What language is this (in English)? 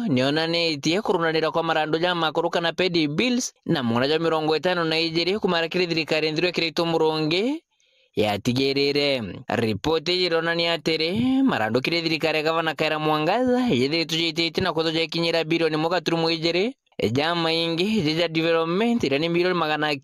Meru